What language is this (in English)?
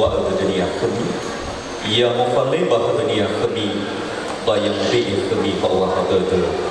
Nias